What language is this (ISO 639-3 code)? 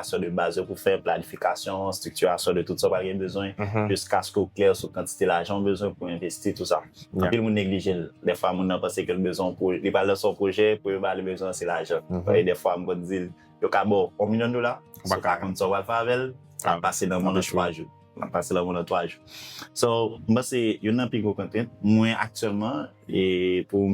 hat